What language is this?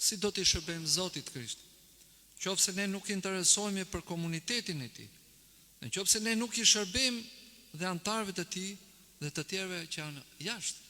Albanian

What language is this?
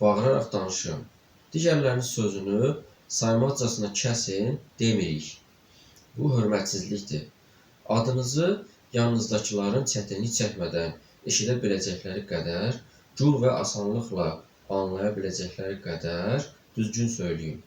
Azerbaijani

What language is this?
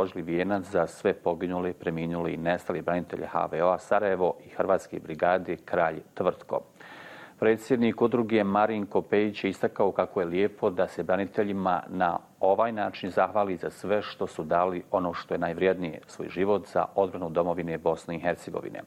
Bosnian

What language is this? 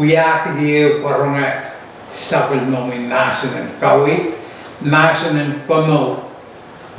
Pohnpeian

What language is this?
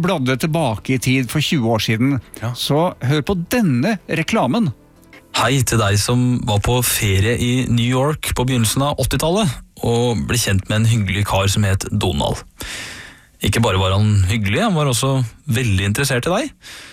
Norwegian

